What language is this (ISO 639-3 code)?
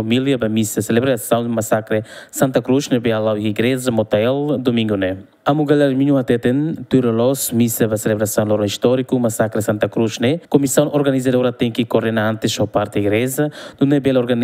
tet